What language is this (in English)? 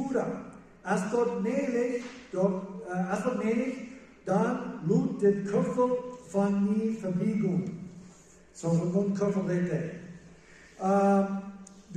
Plautdietsch